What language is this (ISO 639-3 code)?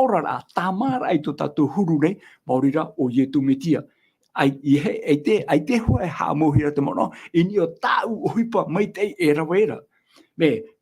tah